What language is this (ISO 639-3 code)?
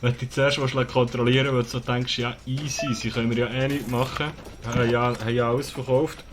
gsw